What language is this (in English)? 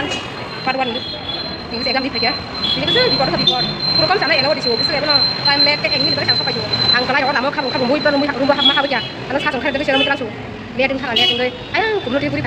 Kok Borok